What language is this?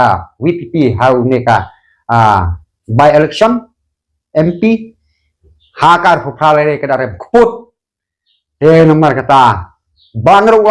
Khasi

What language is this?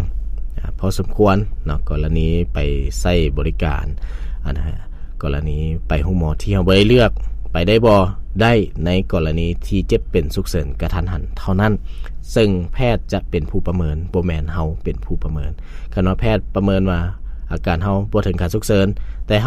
Lao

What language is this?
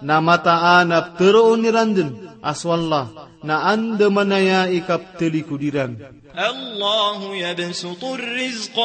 Maranao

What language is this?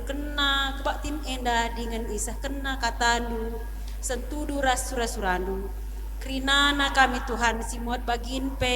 Batak Karo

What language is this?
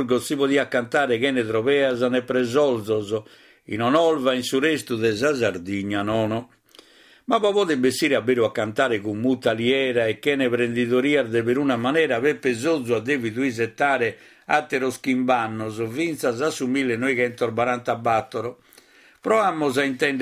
Sardinian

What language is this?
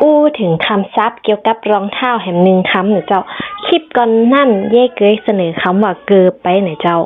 Northern Thai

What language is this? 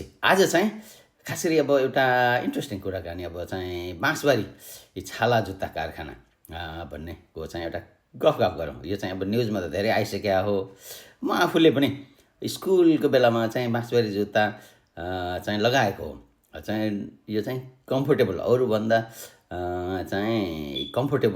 Nepali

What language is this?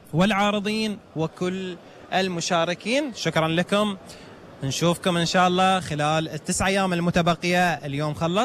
Gulf Arabic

